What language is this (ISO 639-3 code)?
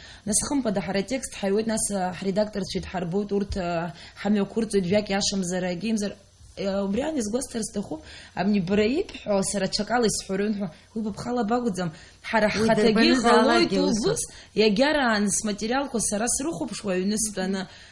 abk